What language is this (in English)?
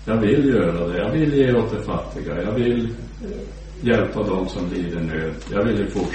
Swedish